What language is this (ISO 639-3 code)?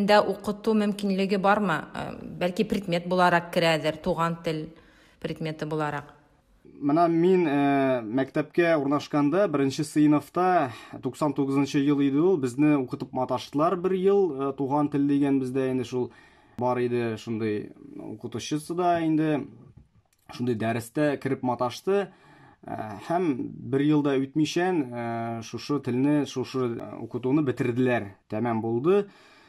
tat